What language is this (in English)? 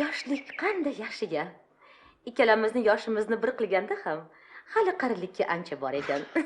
Uzbek